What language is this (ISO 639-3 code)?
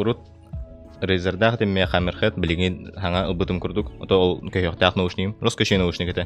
sah